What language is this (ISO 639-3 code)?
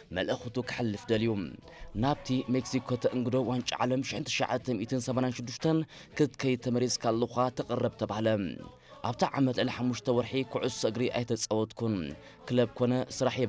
tir